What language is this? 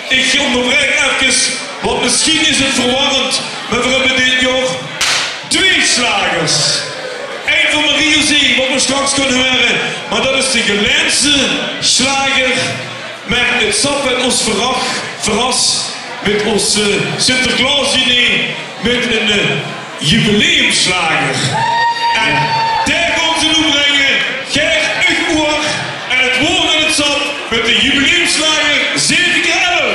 Limburgish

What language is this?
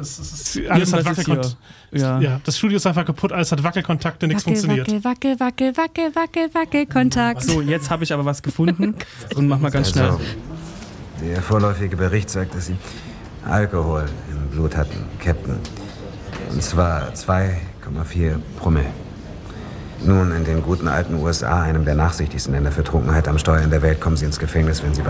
German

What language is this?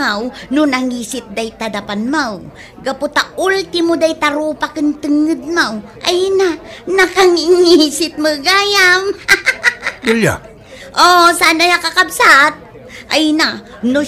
Iloko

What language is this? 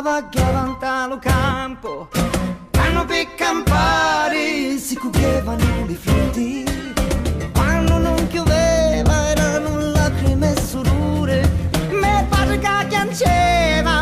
Sicilian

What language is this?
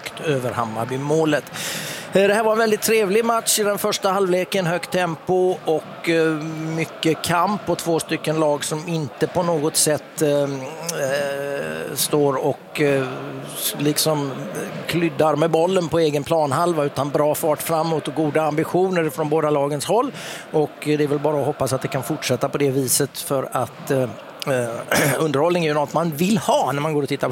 Swedish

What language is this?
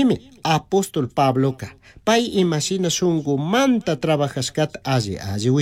Chimborazo Highland Quichua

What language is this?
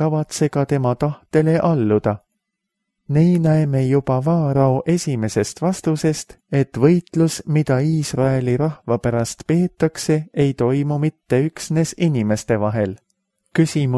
Estonian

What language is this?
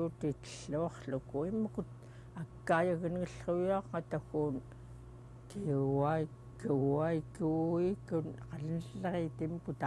Central Yupik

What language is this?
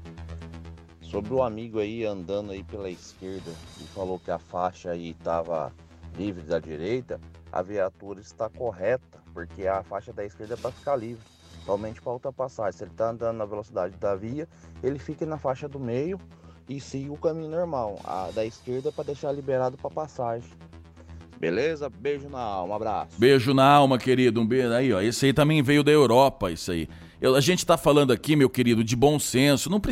Portuguese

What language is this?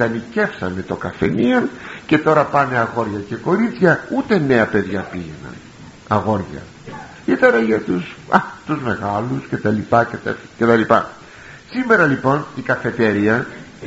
Greek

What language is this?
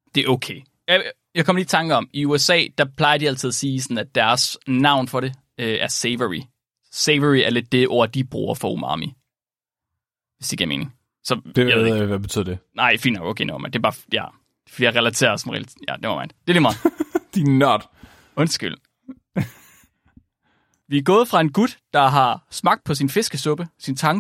Danish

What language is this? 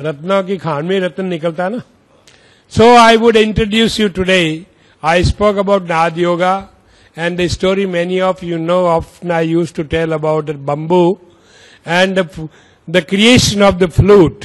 Hindi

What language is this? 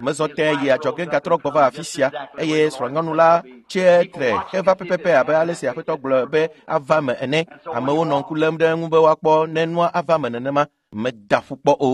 Ewe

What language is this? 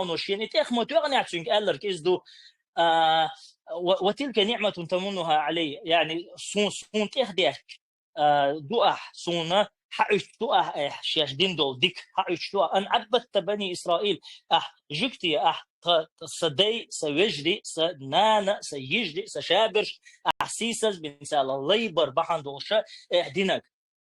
Chechen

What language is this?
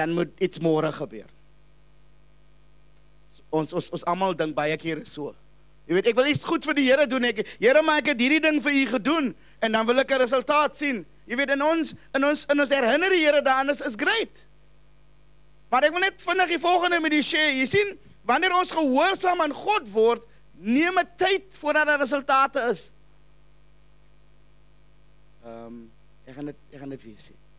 Afrikaans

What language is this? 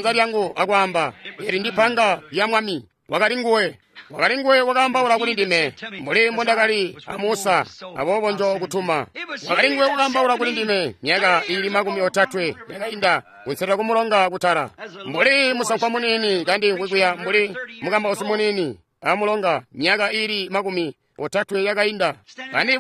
Tonga (Zambia)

